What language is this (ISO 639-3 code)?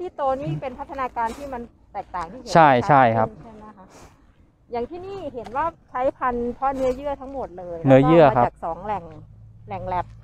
tha